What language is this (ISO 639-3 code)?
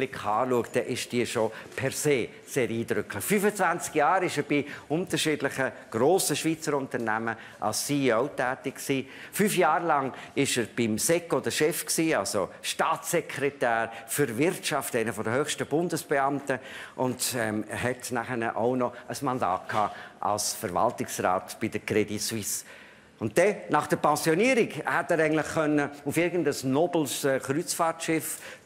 gsw